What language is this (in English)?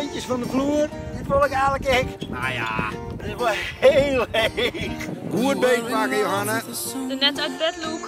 Western Frisian